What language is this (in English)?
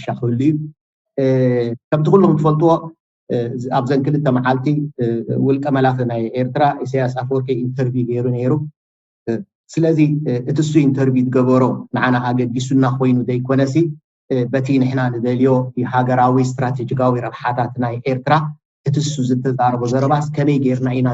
Tigrinya